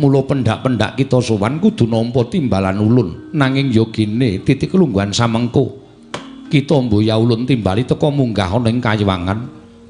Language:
Javanese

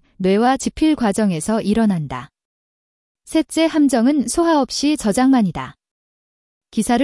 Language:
Korean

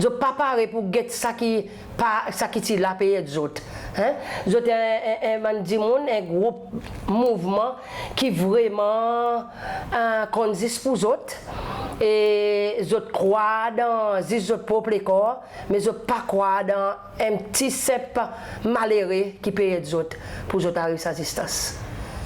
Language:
Seselwa Creole French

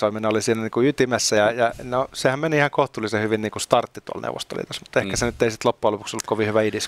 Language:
Finnish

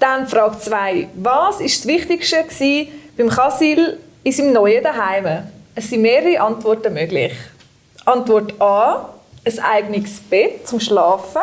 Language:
Swiss German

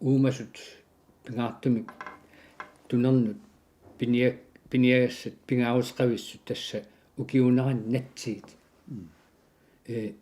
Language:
Kalaallisut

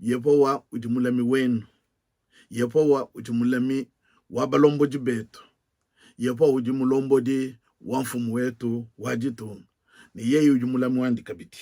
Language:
Luba-Lulua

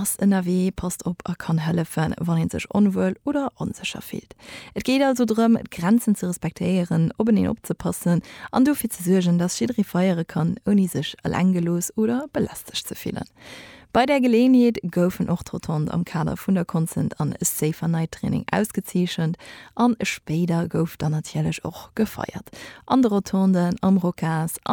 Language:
Luxembourgish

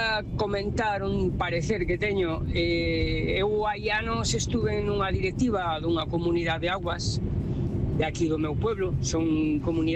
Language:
Galician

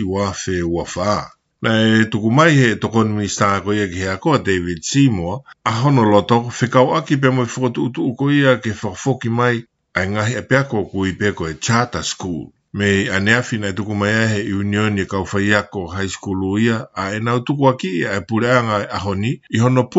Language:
Tongan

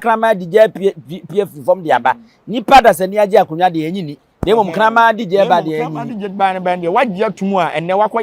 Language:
Akan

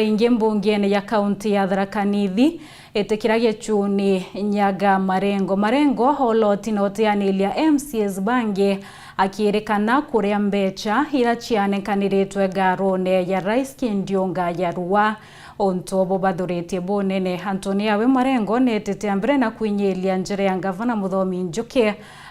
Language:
Meru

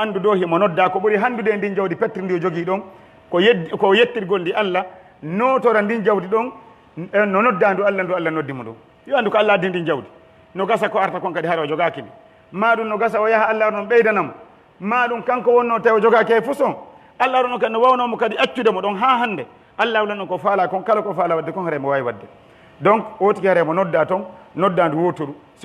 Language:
Pular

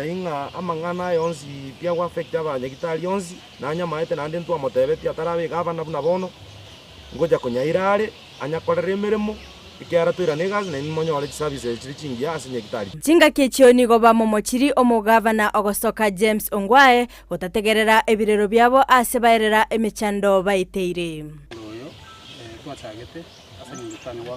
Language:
Gusii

